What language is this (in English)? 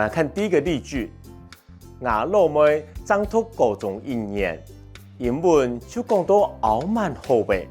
Hakka Chinese